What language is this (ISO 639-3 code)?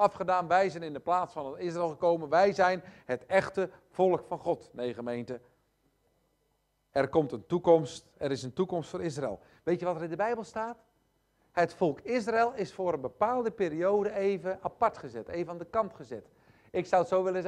nld